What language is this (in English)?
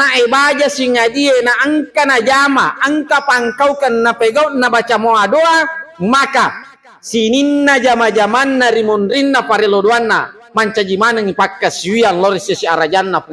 Buginese